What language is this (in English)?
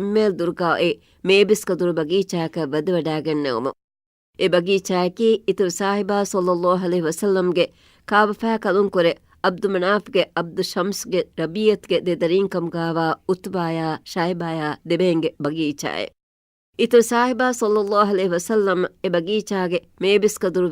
Divehi